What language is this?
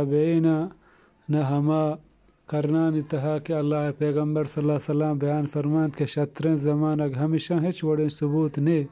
Eastern Balochi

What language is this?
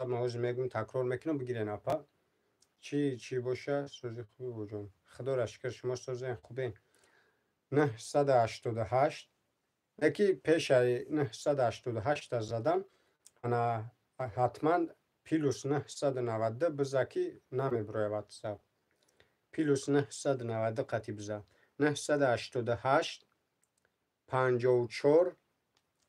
Tajik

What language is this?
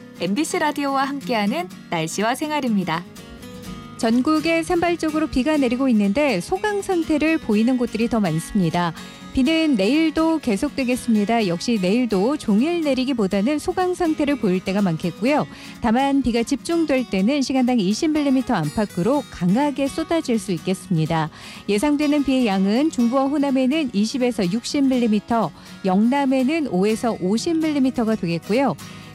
Korean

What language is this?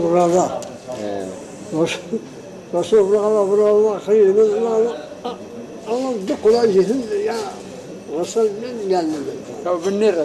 Zaza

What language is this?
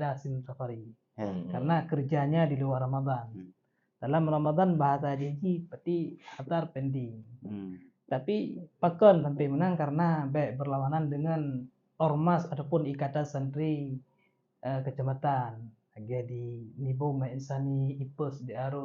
Achinese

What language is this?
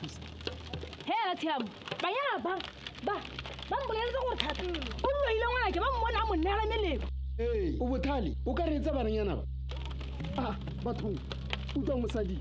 Tswana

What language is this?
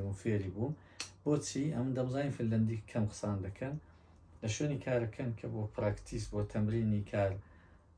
Central Kurdish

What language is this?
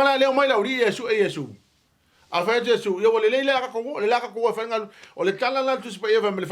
Samoan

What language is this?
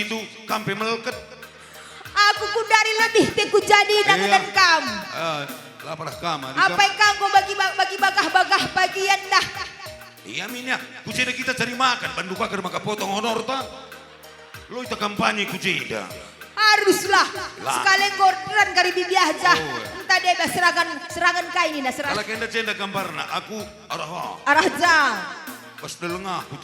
Batak Karo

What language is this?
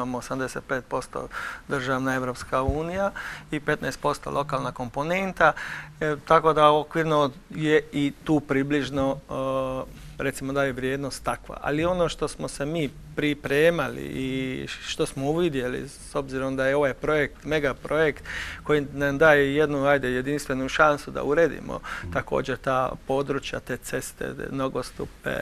Croatian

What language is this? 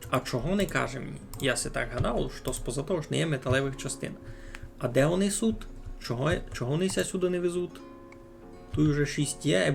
Rusyn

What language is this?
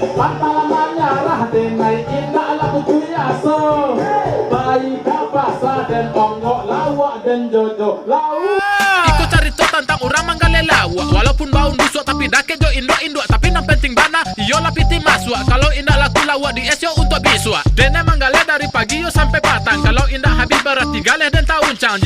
Minangkabau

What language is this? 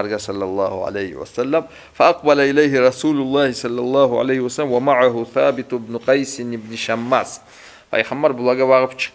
Kumyk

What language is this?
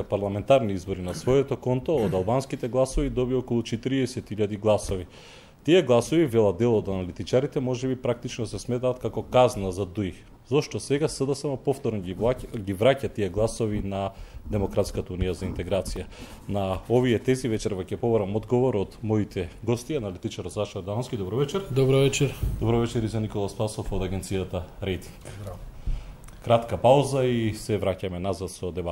Macedonian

